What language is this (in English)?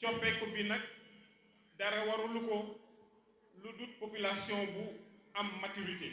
Wolof